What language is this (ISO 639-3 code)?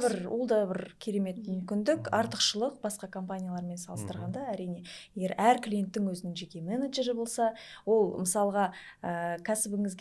kaz